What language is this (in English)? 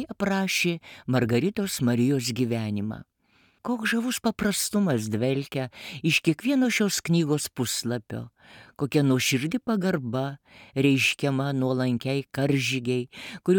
Lithuanian